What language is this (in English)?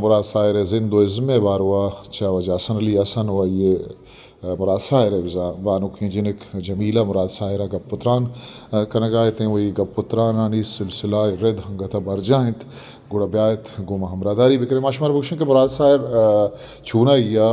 Eastern Balochi